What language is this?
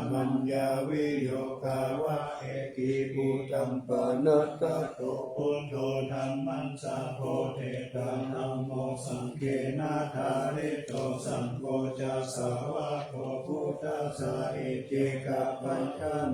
Pali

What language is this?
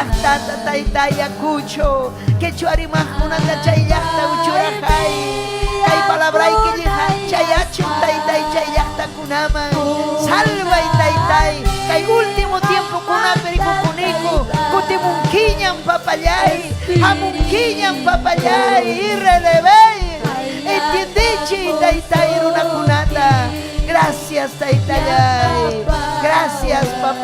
Ayacucho Quechua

